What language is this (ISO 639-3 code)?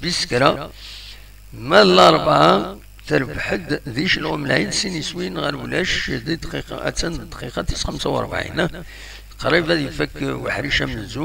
kab